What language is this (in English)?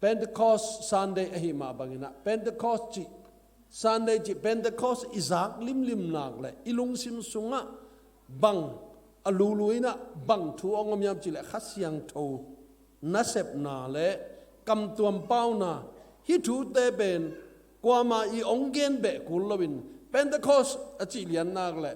Tedim Chin